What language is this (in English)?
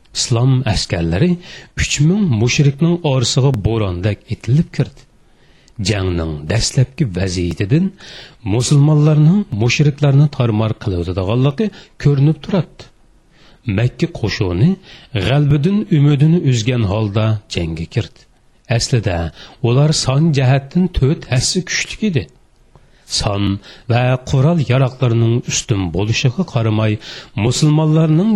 Uyghur